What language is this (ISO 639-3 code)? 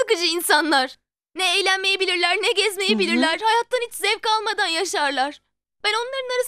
tur